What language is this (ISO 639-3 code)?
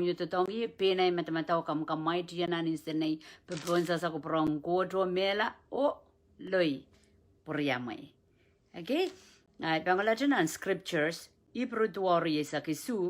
pon